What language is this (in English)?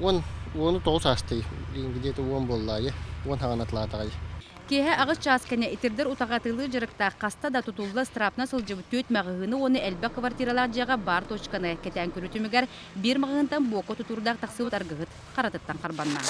Yakut